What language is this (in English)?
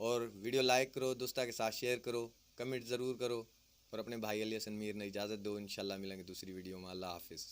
Haryanvi